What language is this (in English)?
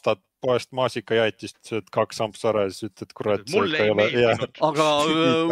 Estonian